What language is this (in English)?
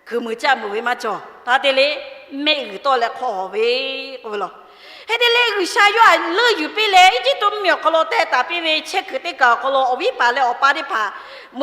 Lahu